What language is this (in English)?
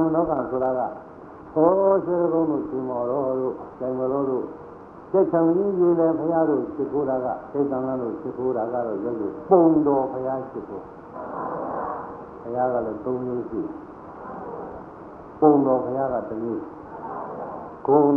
Burmese